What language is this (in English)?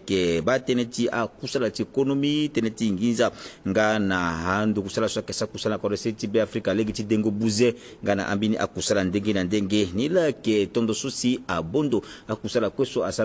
Sango